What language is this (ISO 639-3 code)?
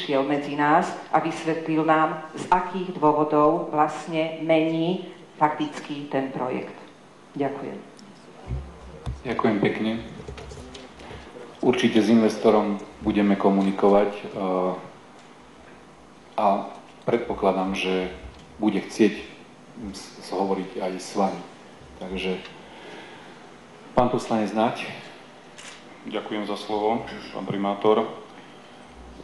slk